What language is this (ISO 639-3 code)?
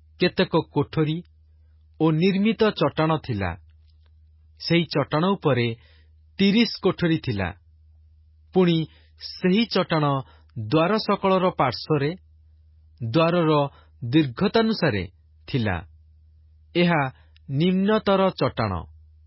ori